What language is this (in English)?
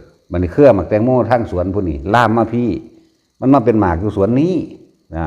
Northeastern Thai